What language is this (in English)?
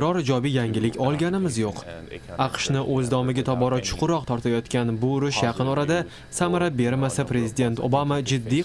Uzbek